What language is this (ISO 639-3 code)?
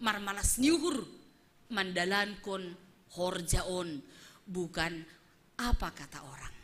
bts